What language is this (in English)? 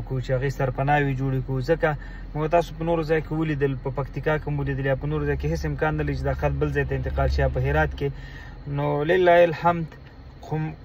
Pashto